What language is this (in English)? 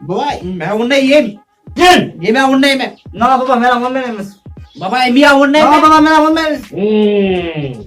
Kashmiri